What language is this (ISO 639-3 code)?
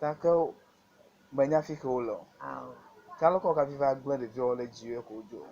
ewe